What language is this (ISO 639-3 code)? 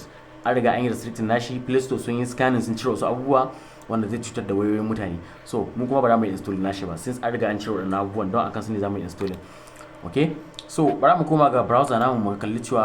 hau